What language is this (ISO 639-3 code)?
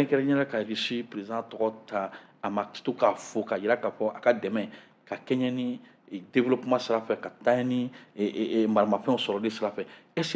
bam